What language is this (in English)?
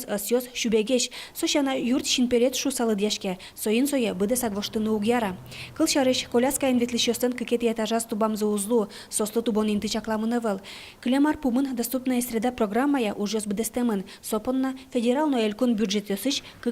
Udmurt